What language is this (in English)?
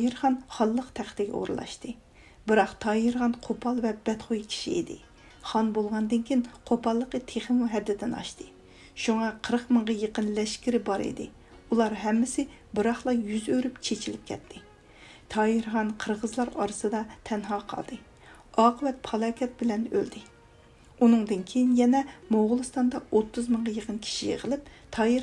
Uyghur